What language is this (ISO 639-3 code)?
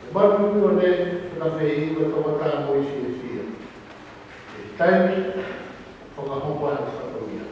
ton